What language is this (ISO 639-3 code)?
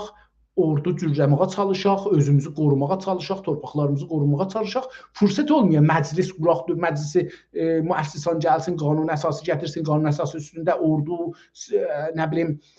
azb